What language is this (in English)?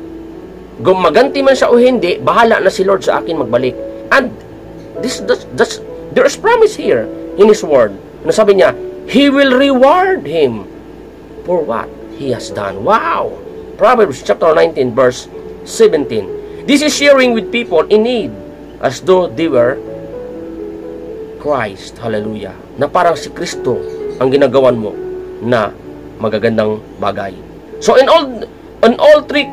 Filipino